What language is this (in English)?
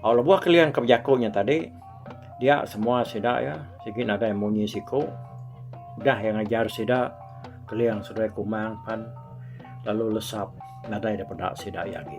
Iban